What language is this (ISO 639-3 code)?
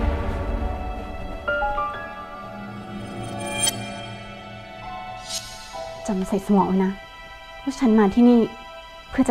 tha